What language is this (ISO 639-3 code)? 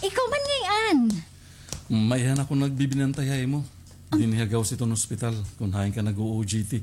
war